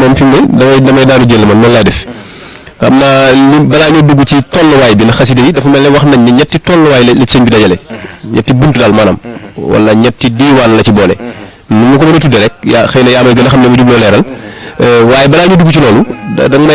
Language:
Wolof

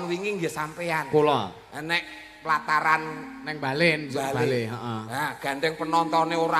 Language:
Javanese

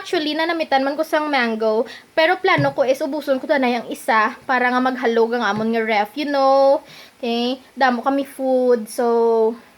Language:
Hiligaynon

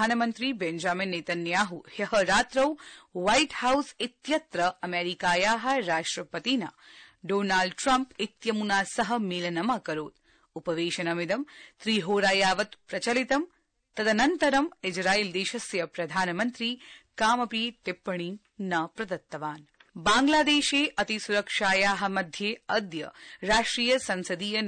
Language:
Sanskrit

